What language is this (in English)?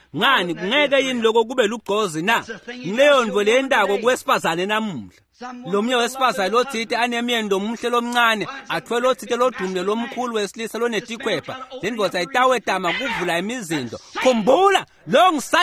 Swati